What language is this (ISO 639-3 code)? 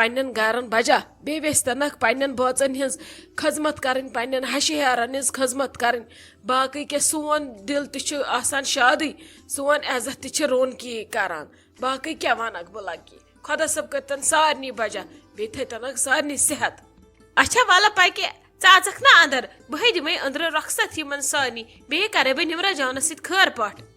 kas